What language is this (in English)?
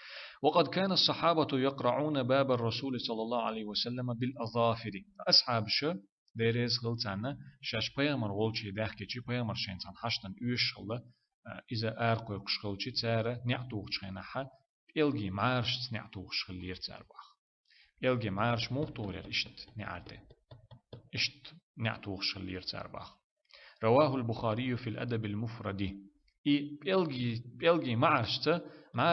Chechen